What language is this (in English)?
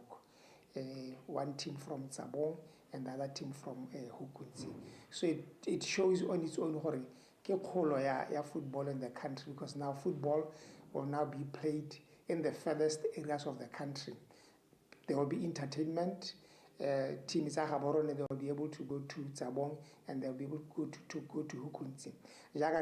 Tswana